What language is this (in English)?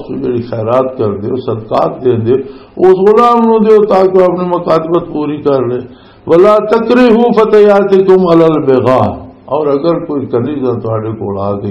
Western Panjabi